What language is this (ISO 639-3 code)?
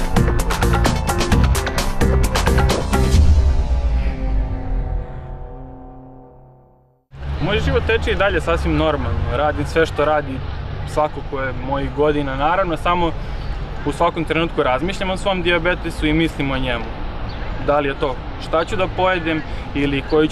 srp